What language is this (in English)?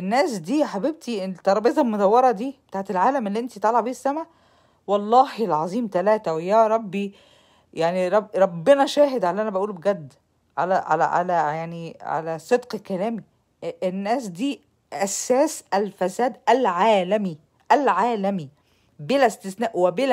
Egyptian Arabic